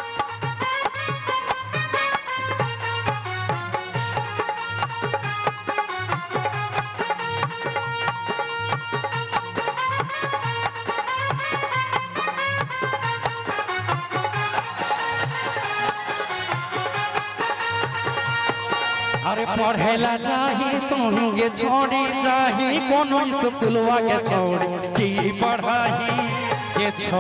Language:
Bhojpuri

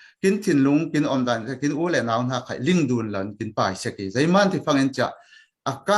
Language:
Falam Chin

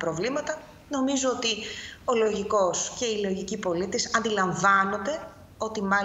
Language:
Greek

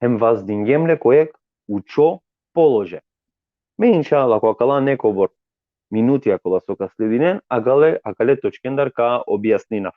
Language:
Balkan Romani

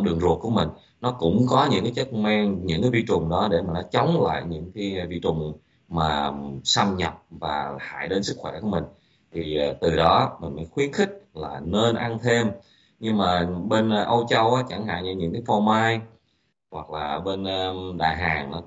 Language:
Vietnamese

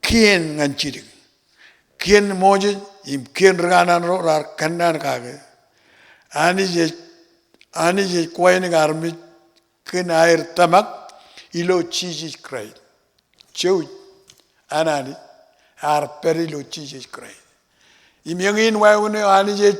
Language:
Marshallese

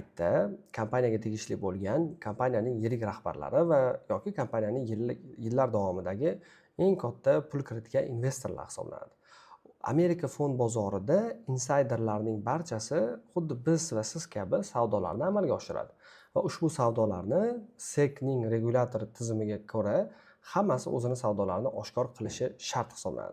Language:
Uzbek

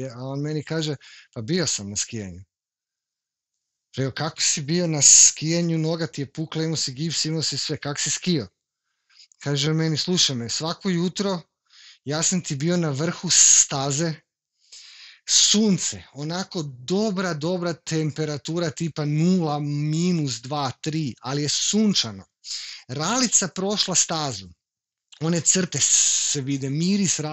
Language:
Croatian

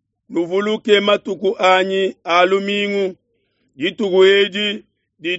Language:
Luba-Lulua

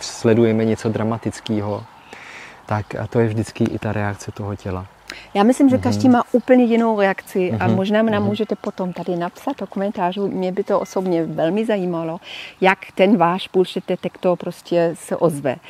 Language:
Czech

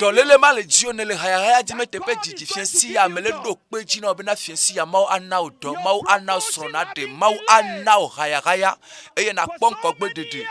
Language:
Ewe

